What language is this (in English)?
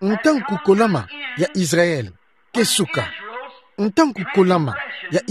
Kituba (Democratic Republic of Congo)